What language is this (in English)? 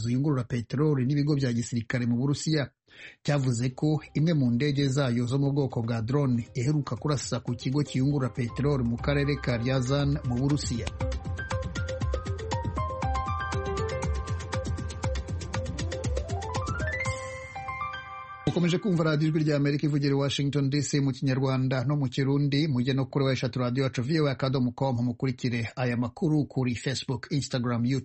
Kinyarwanda